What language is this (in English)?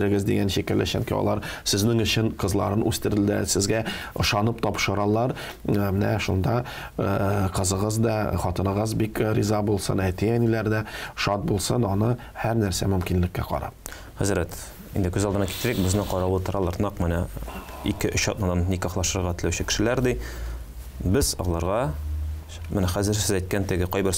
Tatar